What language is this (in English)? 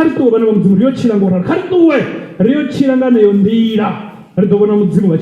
Venda